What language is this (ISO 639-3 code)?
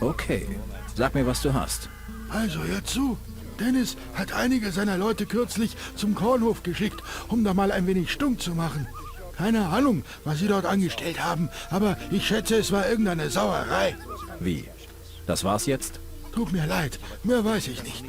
bar